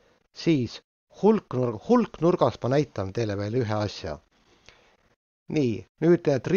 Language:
Estonian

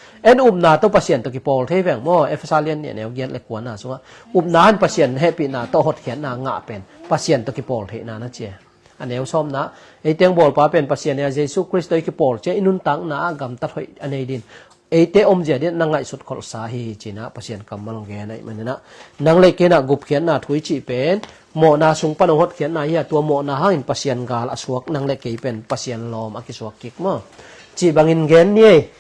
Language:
Tedim Chin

